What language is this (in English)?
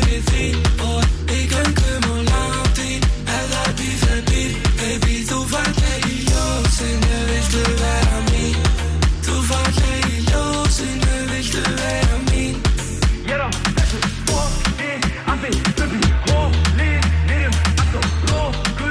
Icelandic